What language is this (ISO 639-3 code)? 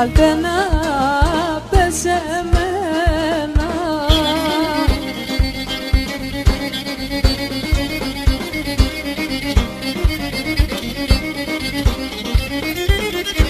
ell